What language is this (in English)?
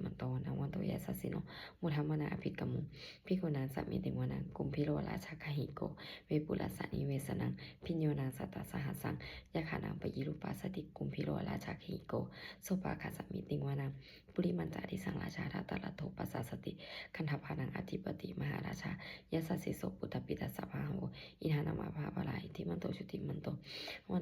Pali